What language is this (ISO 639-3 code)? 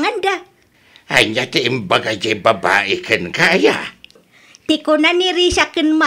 ilo